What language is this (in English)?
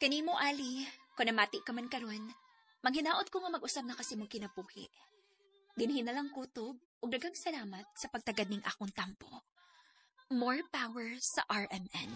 Cebuano